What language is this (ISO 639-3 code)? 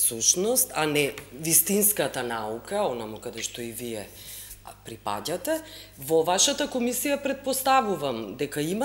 mkd